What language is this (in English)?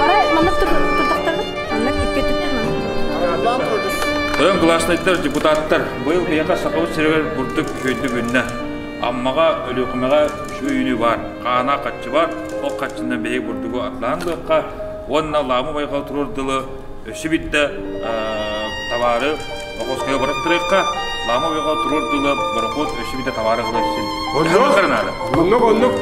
Yakut